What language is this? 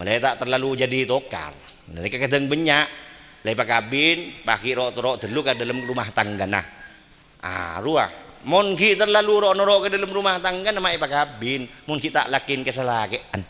Madurese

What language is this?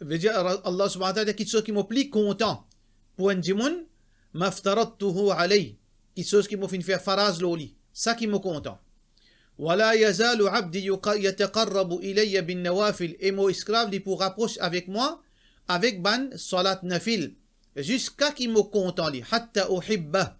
Morisyen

